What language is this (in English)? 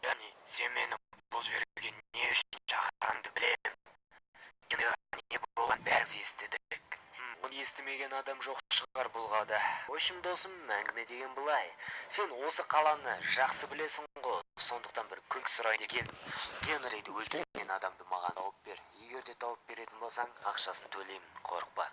Kazakh